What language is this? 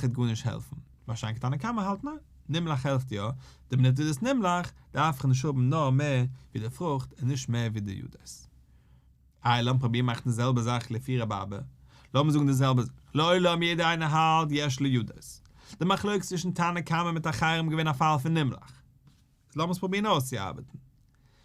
Yiddish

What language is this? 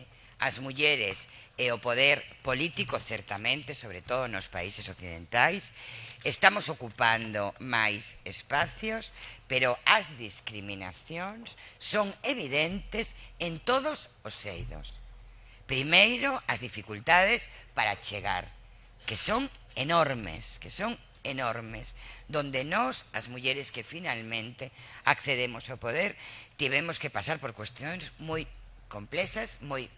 Galician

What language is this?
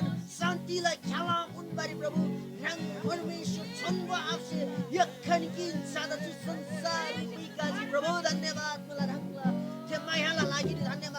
Eastern Tamang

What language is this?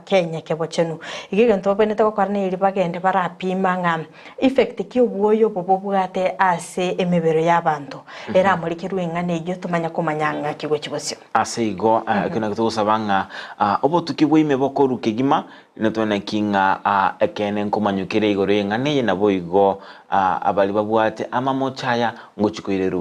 Gusii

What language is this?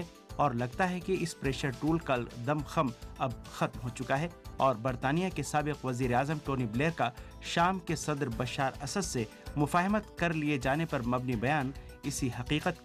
Urdu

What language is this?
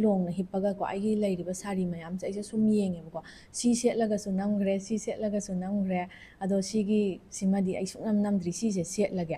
Manipuri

